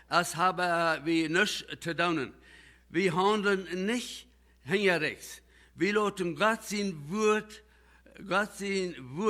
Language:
Plautdietsch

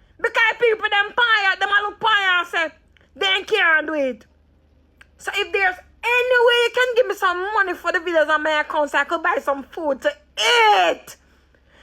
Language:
Jamaican Creole English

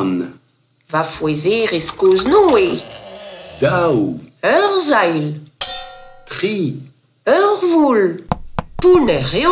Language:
Breton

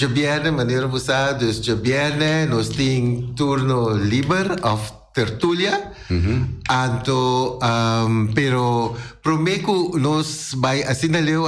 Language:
Papiamento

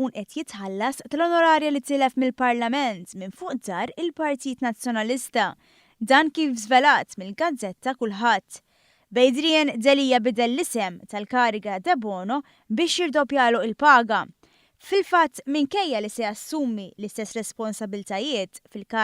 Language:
Maltese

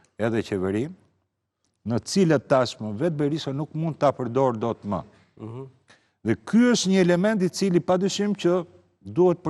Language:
Albanian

